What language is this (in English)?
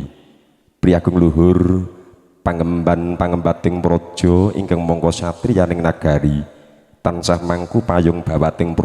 Javanese